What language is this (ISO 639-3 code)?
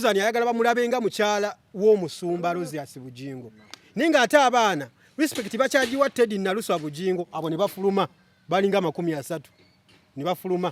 lug